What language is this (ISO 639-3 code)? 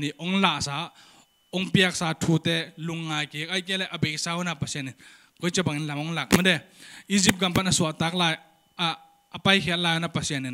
ctd